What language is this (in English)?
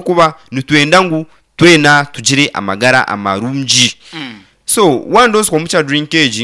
Nyankole